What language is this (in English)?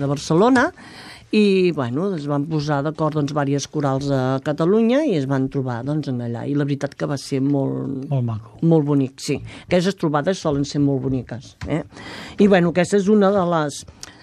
Catalan